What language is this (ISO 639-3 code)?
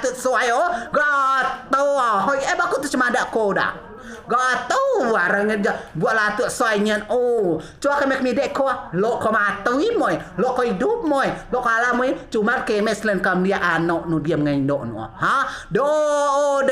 rej